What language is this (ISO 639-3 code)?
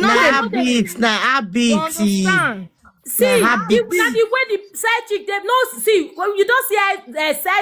pcm